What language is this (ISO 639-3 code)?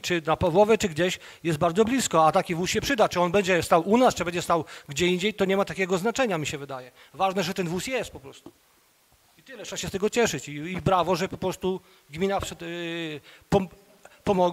pol